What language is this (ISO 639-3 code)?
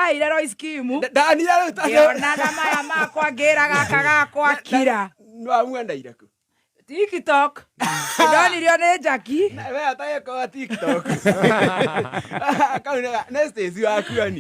kik